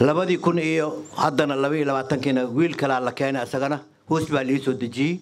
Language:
Somali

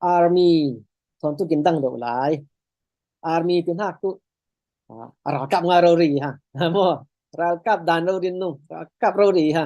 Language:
Falam Chin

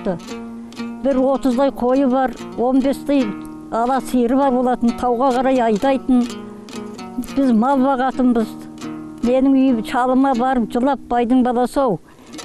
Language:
Kazakh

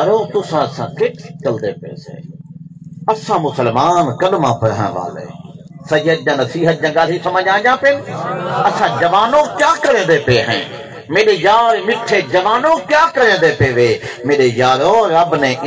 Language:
Saraiki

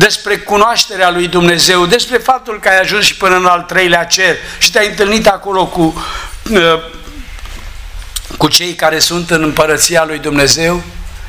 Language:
Romanian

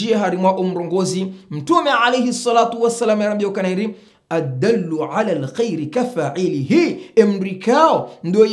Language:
Swahili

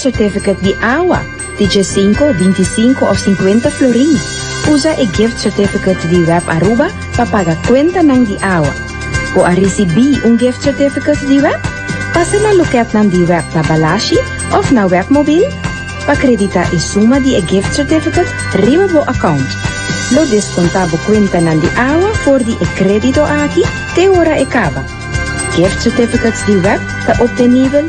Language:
Papiamento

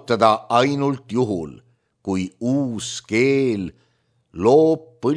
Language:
Estonian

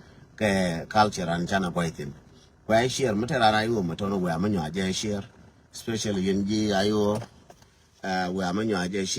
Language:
Nuer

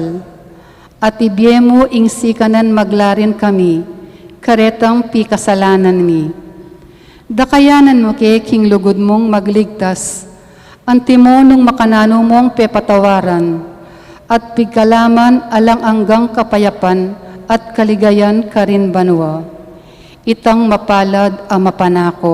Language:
Pampanga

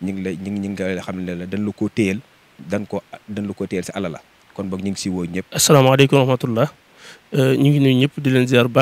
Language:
Wolof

